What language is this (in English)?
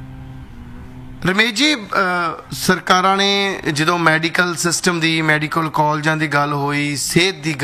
Punjabi